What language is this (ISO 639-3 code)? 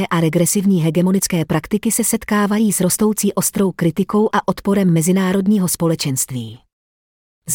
ces